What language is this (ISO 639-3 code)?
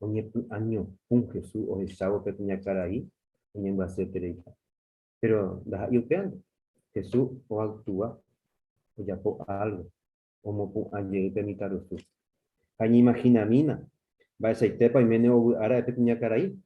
grn